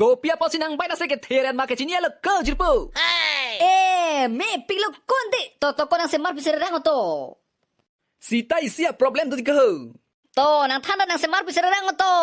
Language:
Karbi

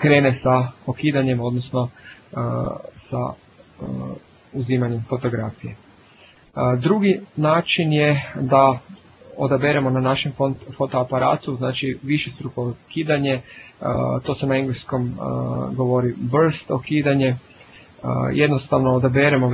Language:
Croatian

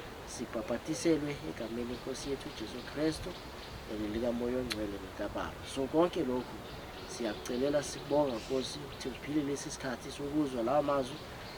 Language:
Zulu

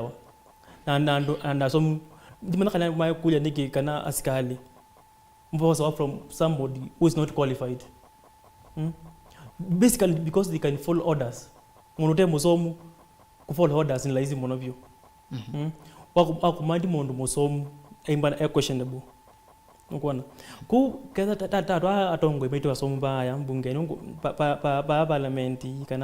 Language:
Kamba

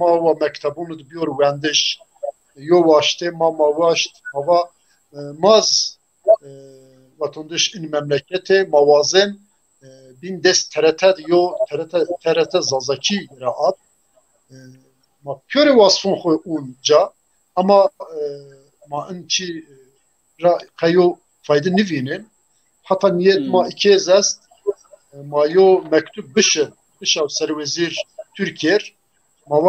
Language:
Zaza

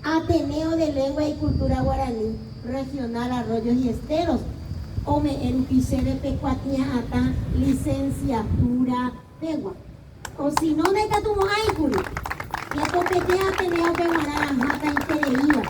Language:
Guarani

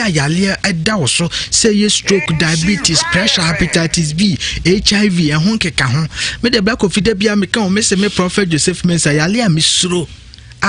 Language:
Akan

